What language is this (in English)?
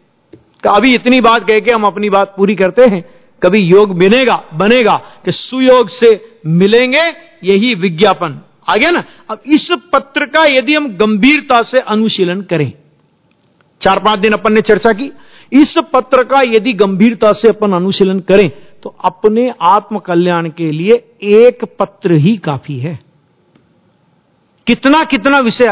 Hindi